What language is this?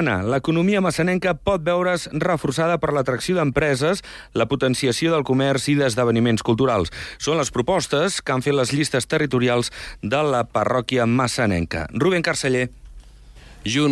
Catalan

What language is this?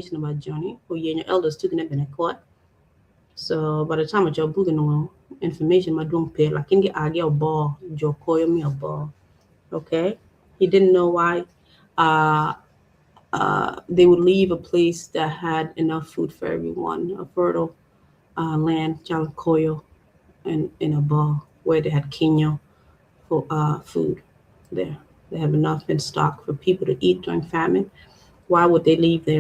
Acoli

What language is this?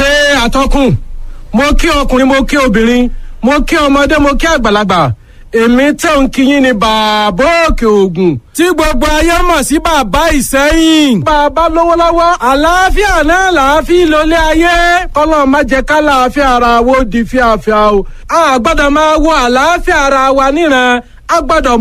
Yoruba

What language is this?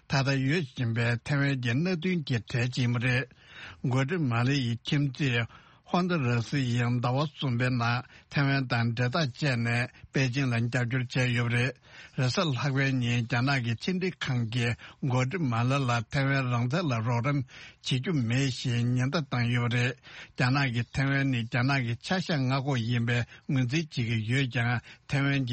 Tibetan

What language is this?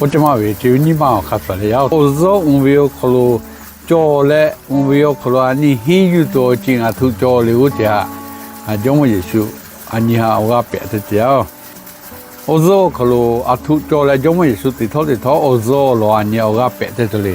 Lahu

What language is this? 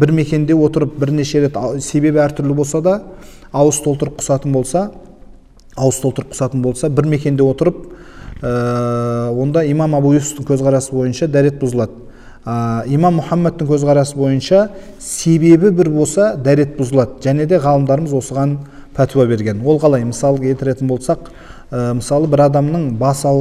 Kazakh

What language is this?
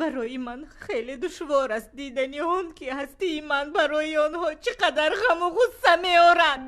Tajik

